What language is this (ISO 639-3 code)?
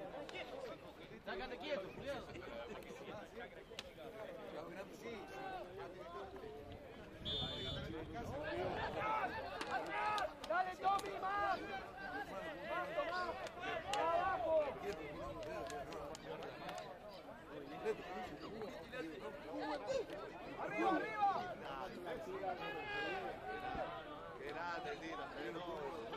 spa